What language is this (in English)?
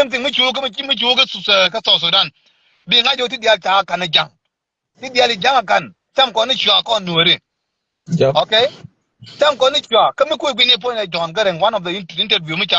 Nuer